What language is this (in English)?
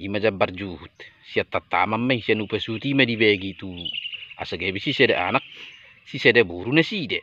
Batak Toba